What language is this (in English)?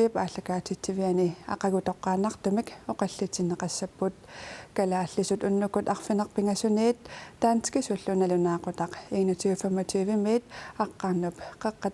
Kalaallisut